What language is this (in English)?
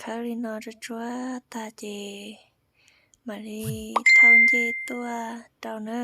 Hmong